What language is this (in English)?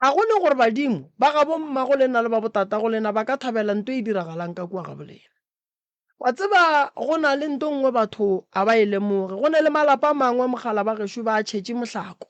Northern Sotho